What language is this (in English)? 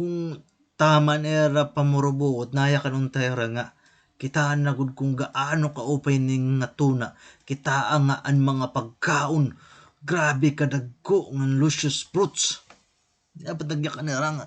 Waray